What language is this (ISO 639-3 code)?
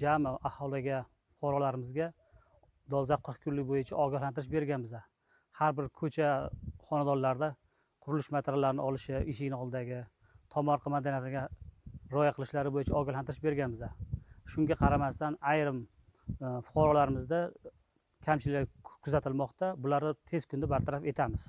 uzb